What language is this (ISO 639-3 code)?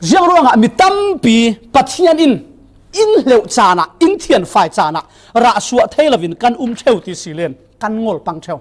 cfm